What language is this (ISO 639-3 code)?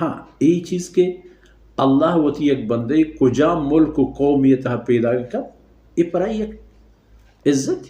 bal